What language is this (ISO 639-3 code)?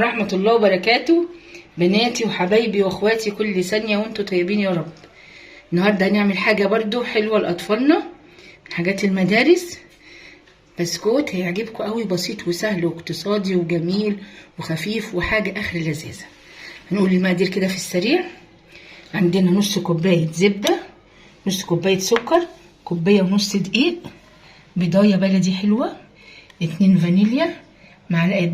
arz